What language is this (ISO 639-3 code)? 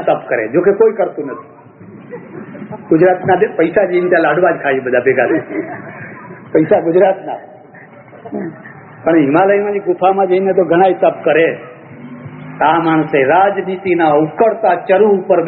guj